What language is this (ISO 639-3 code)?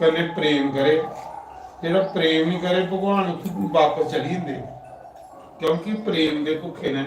doi